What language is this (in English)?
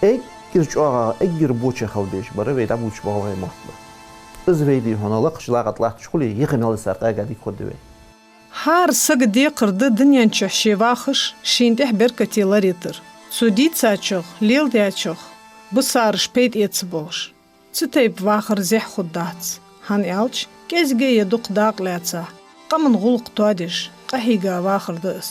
Ingush